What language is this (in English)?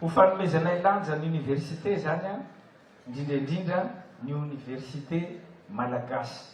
Malagasy